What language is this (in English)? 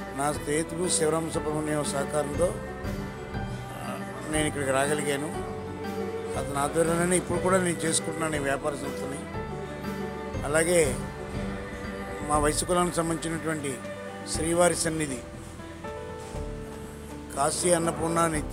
Telugu